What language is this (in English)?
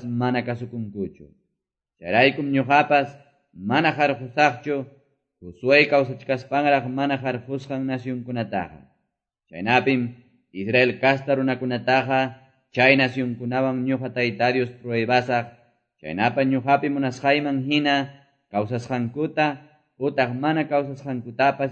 Quechua